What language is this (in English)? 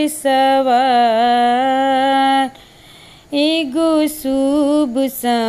Bhojpuri